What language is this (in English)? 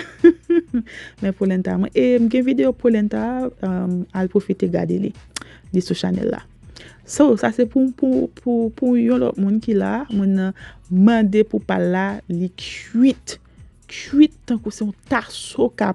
Haitian Creole